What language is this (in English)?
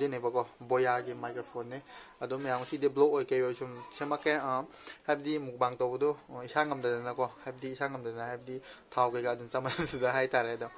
Manipuri